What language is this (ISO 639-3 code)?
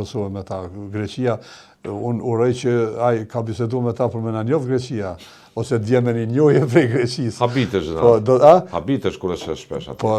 sqi